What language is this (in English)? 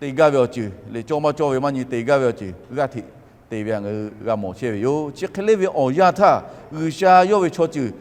Lahu